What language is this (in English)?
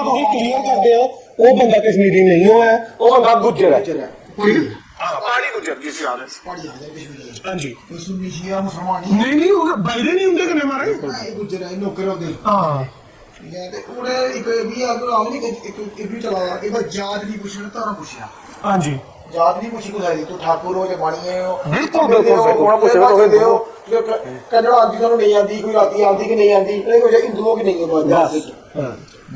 Dogri